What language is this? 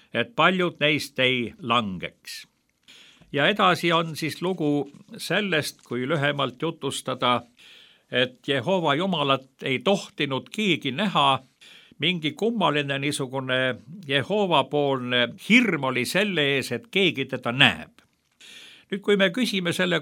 Estonian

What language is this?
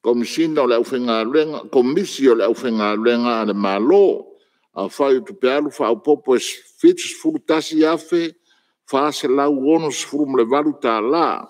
Samoan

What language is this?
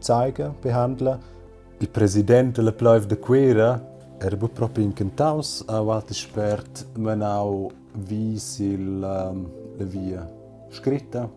Romansh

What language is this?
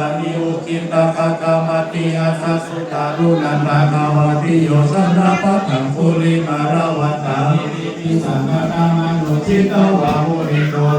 Pali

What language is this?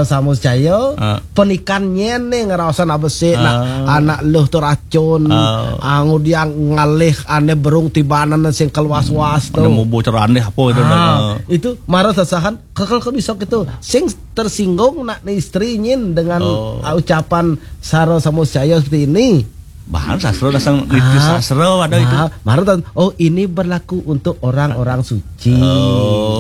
Balinese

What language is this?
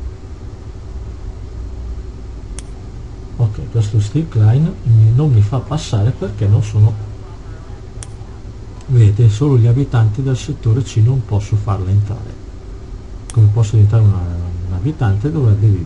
Italian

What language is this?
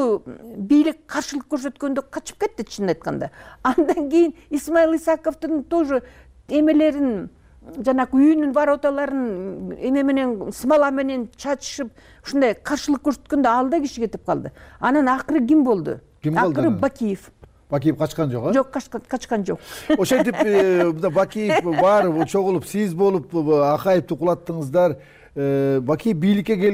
Kyrgyz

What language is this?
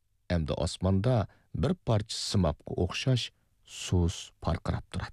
Uyghur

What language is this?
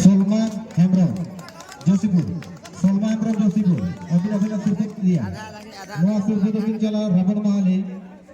Santali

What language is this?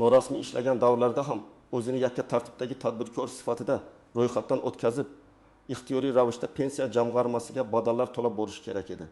Uzbek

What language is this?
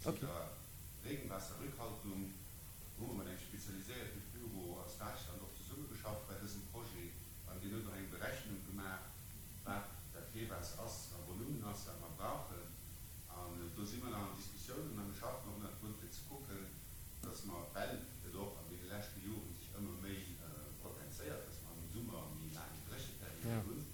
Luxembourgish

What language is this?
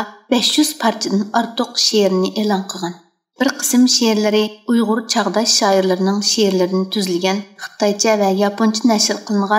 Uyghur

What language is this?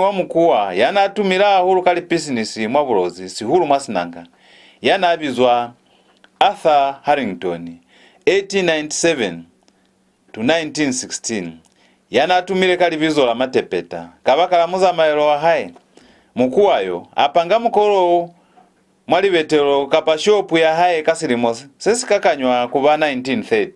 Lozi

